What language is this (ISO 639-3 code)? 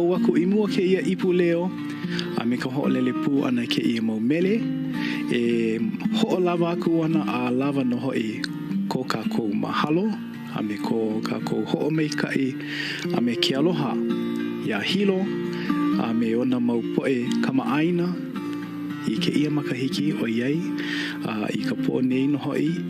haw